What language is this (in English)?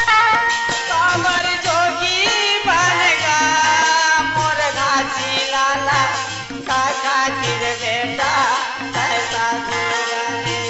Chhattisgarhi